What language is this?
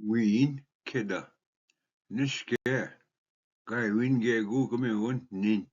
Ojibwa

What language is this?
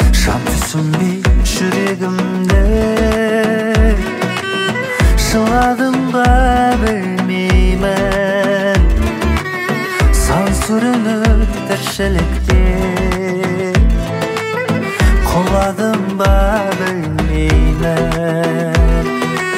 Kazakh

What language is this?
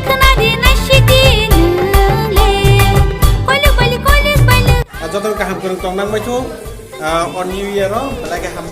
Kok Borok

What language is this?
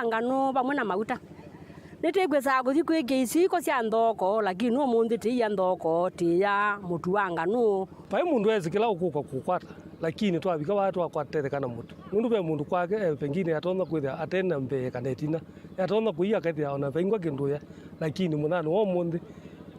Kamba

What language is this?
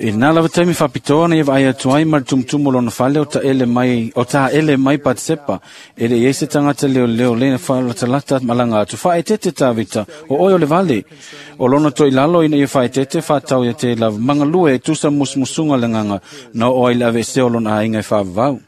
Samoan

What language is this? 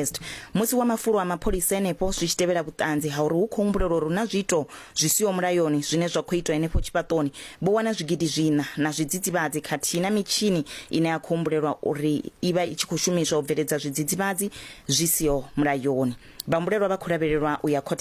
Venda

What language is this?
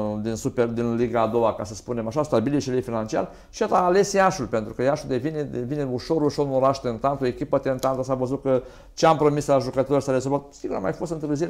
Romanian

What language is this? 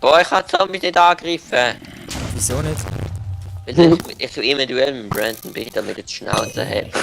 Swiss German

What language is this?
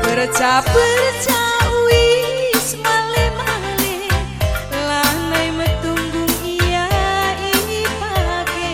Batak Karo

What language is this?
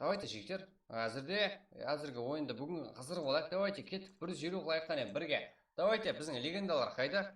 Kara-Kalpak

